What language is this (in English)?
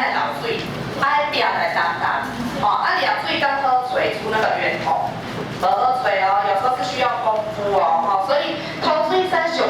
Min Nan Chinese